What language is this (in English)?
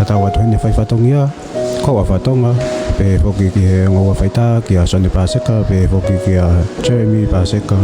Tongan